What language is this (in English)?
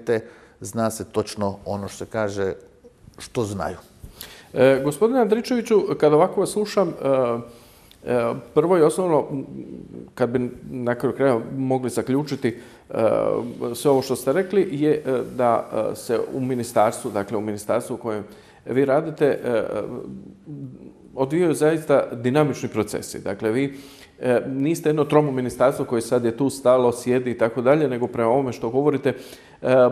Croatian